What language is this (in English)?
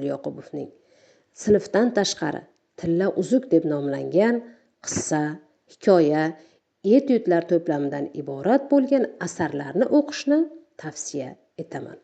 Uzbek